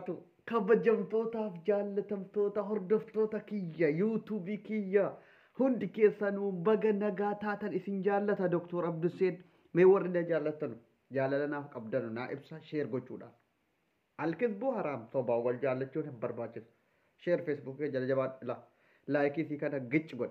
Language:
Oromo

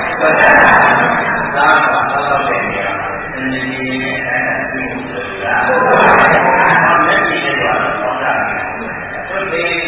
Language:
Burmese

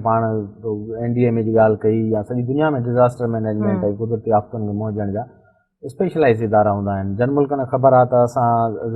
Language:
Sindhi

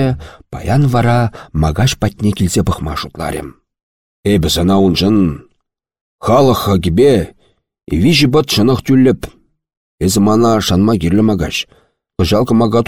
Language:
Chuvash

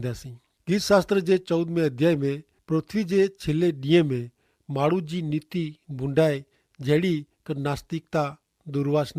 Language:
Kachhi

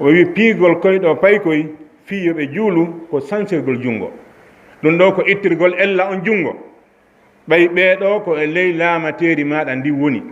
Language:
Fula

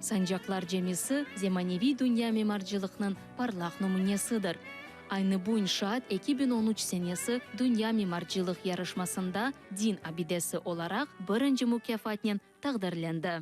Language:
Crimean Tatar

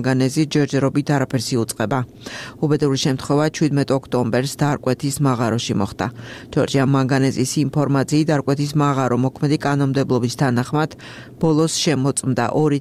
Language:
Georgian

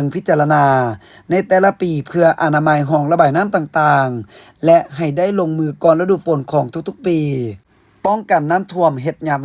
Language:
Lao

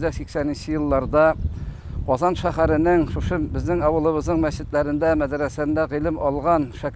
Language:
Tatar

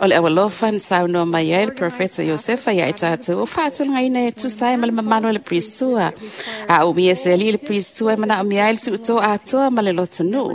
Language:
Samoan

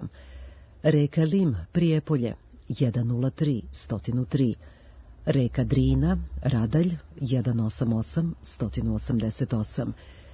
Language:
Serbian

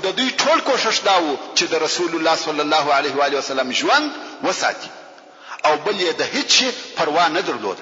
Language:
Pashto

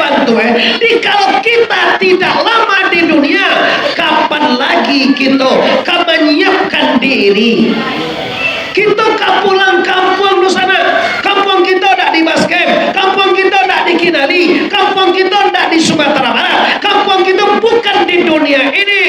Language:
Minangkabau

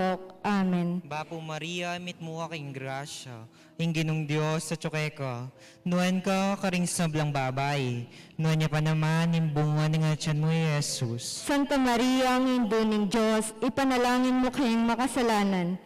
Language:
Pampanga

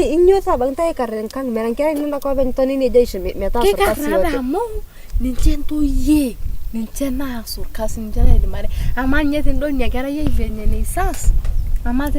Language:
Masai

